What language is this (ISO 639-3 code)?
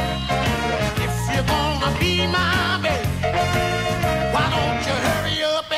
eng